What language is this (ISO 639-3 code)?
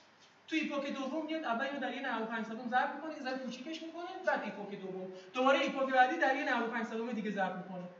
fas